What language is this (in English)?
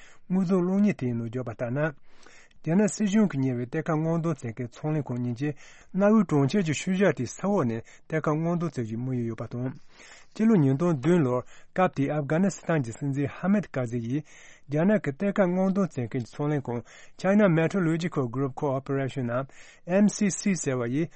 Tibetan